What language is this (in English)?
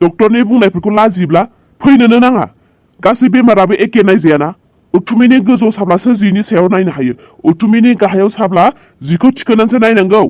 Bodo